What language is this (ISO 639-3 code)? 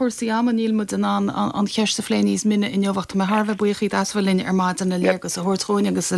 gle